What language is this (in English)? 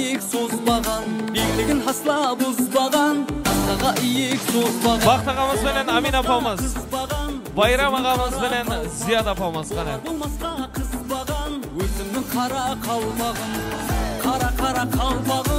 Kara-Kalpak